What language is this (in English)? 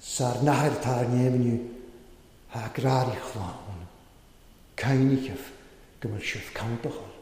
Welsh